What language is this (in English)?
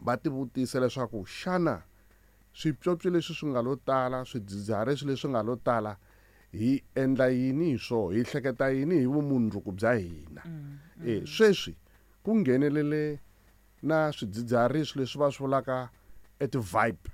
Tsonga